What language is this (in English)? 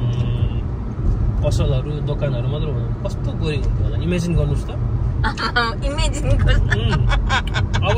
Nepali